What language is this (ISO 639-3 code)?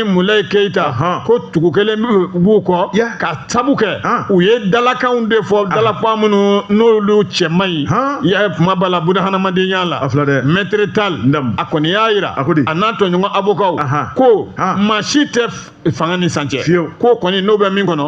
bam